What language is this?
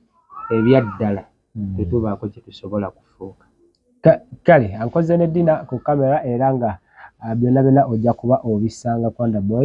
Ganda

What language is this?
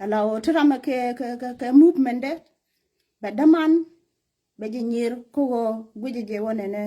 Nuer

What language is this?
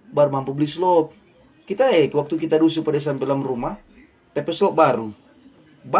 Manado Malay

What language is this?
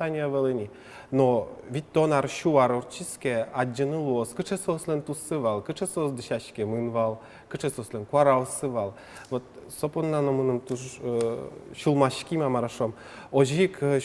Udmurt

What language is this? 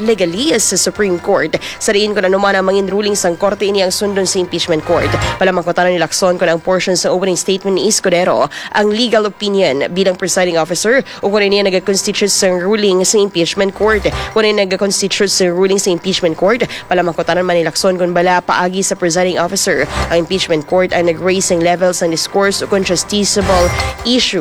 Hiligaynon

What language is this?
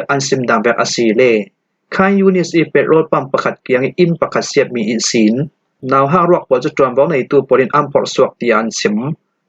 Falam Chin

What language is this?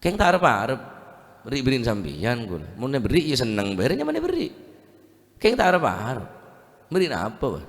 Madurese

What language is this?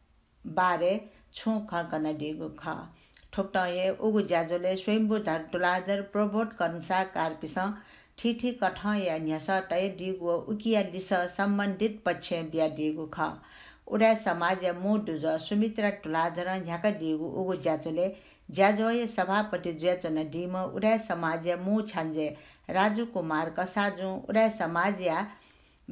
Newari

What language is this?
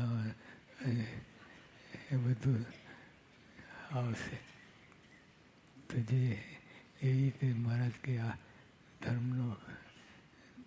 Gujarati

